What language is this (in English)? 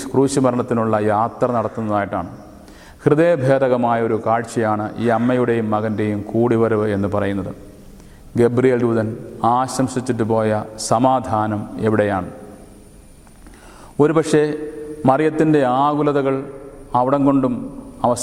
Malayalam